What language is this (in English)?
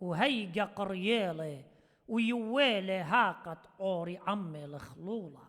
Assyrian Neo-Aramaic